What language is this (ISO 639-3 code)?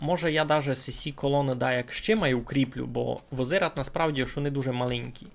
rue